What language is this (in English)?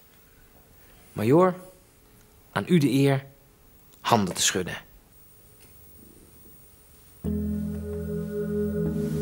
Dutch